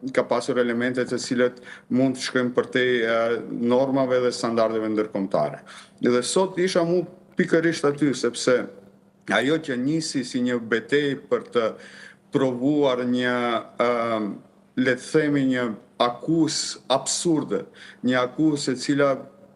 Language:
Albanian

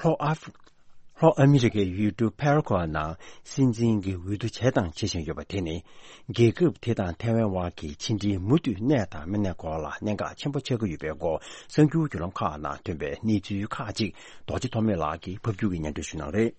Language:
Tibetan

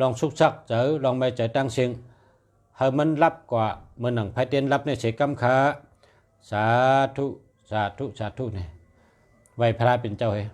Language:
Shan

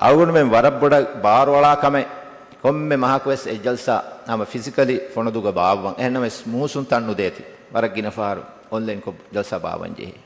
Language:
Divehi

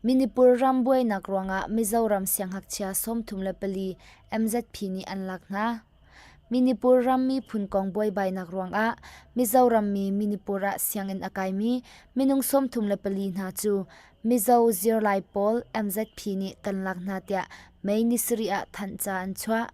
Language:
Hakha Chin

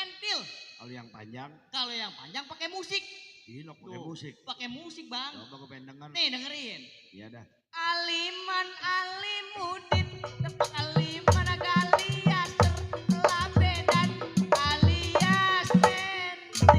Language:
Betawi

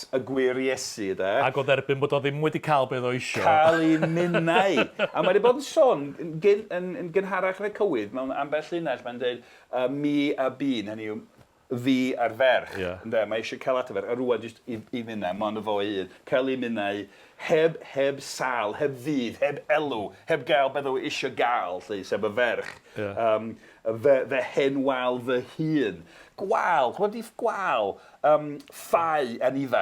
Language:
Welsh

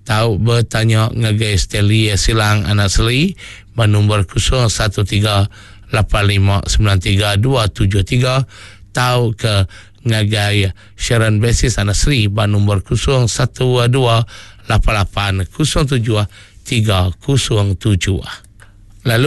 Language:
Iban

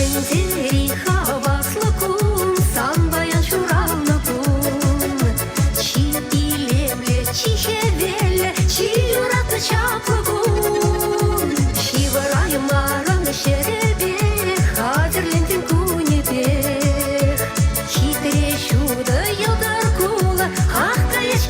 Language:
Chuvash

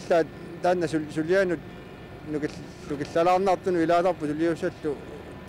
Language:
Kalaallisut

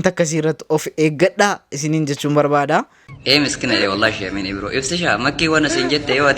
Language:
Oromo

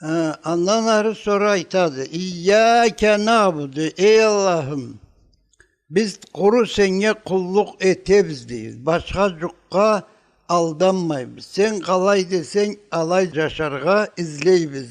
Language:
Karachay-Balkar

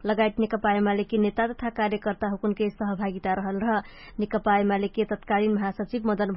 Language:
Dangaura Tharu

